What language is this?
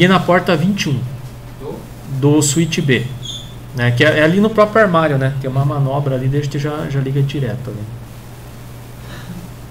Portuguese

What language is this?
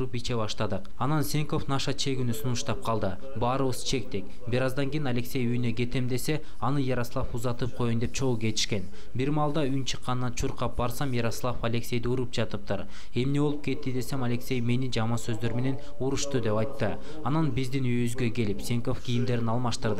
Kyrgyz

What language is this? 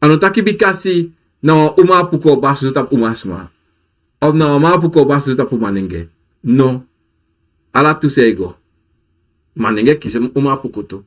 Sranan Tongo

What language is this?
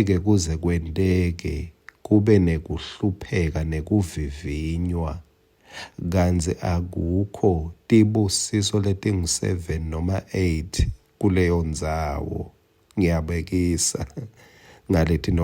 Swati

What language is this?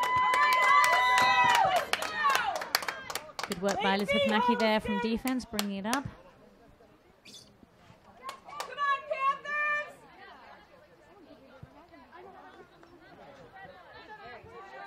English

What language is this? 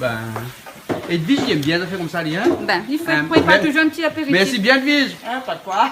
Réunion Creole French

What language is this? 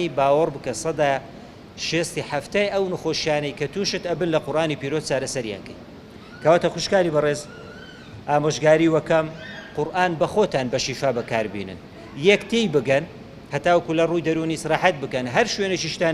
Central Kurdish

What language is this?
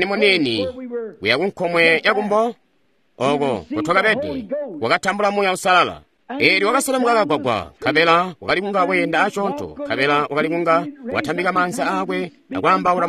Tonga (Zambia)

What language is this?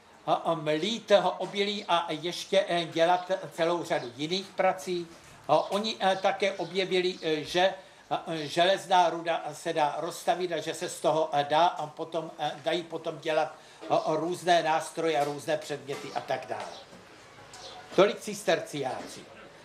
Czech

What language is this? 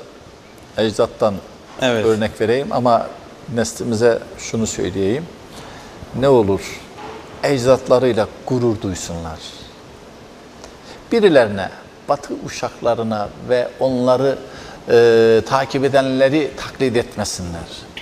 Turkish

